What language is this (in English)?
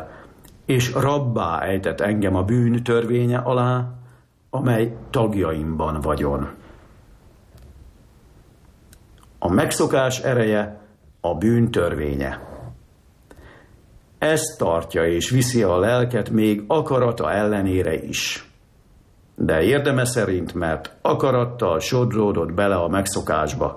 Hungarian